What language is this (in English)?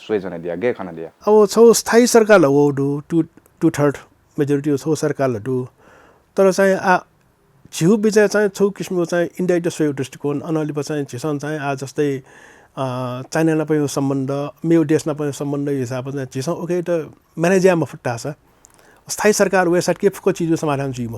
Newari